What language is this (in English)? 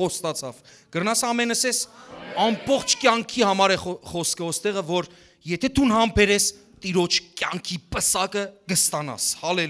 Western Armenian